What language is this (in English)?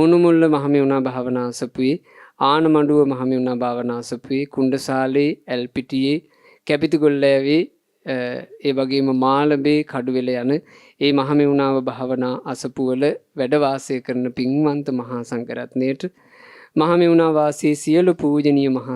Sinhala